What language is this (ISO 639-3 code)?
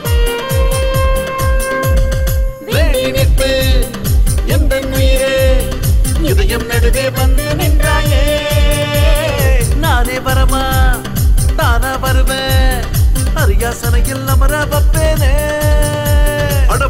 tam